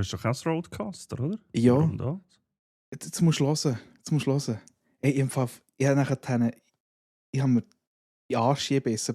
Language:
Swiss German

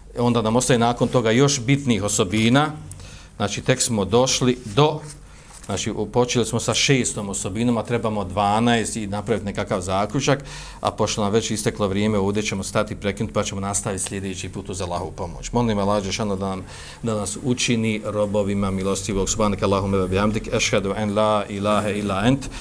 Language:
Bosnian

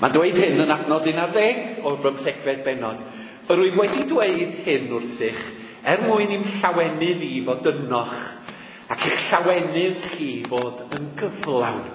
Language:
Welsh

